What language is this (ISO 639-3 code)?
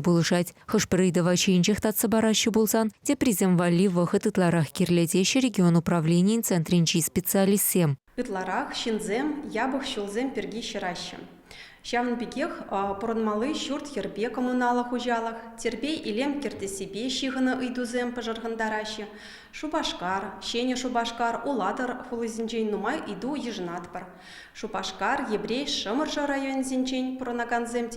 chv